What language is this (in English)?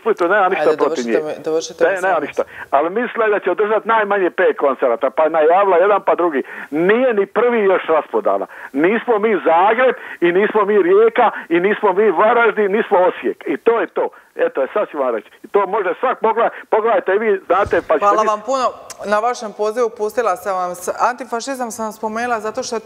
Croatian